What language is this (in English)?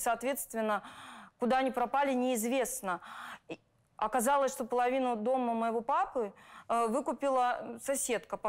Russian